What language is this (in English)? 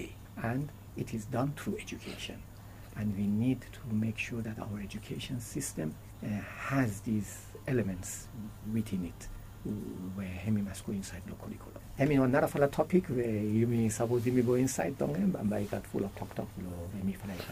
Bislama